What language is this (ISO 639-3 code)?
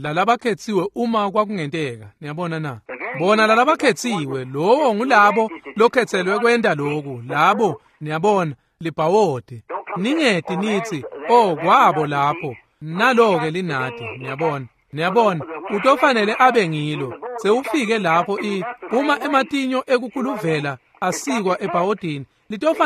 ssw